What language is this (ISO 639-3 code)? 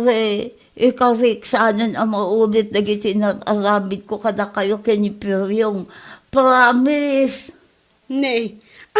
ilo